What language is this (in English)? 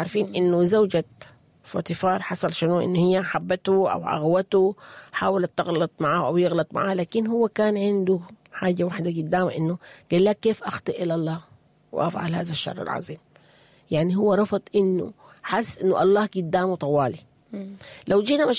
Sudanese Arabic